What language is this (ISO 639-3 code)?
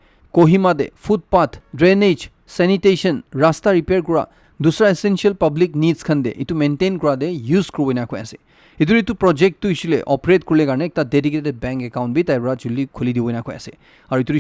nag